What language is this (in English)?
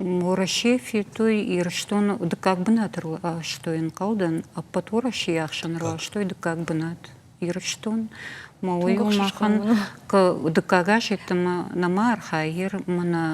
Ossetic